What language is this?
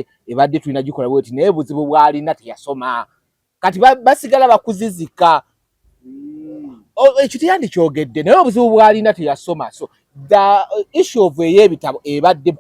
Ganda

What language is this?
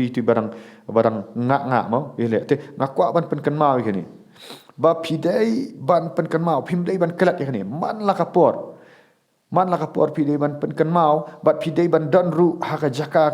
Khasi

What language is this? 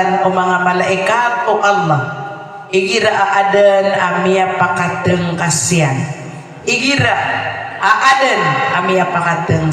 Maranao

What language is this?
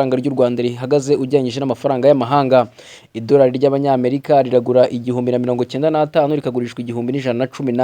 Kinyarwanda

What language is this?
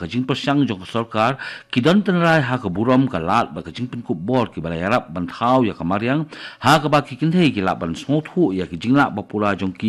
Khasi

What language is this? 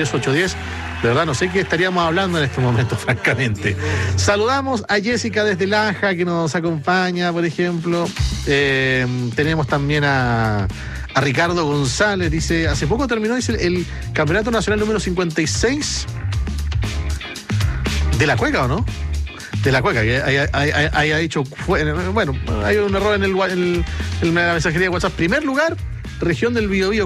Spanish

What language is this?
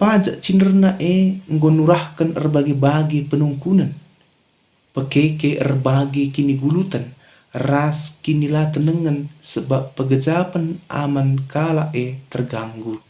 Batak Karo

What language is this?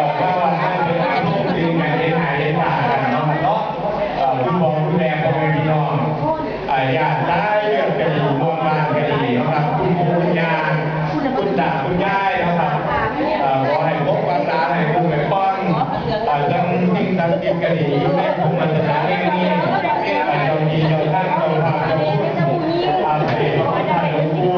Northeastern Thai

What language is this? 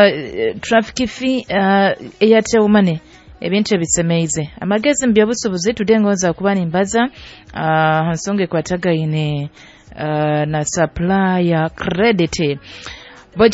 Nyoro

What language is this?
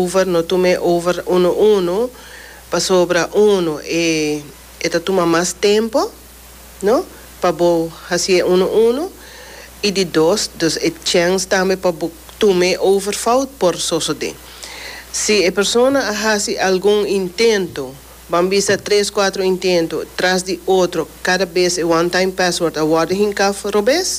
Papiamento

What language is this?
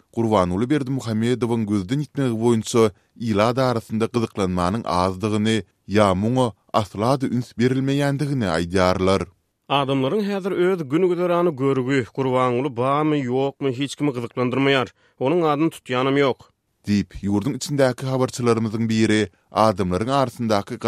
Turkmen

